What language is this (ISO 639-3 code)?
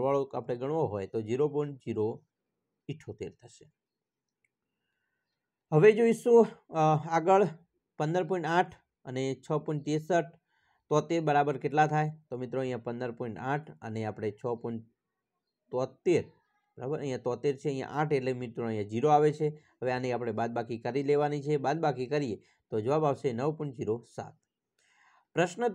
guj